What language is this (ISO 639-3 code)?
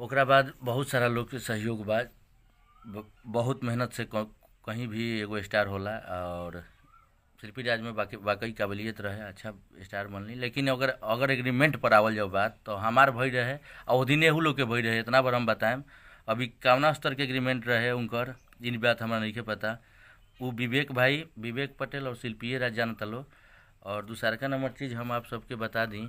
bho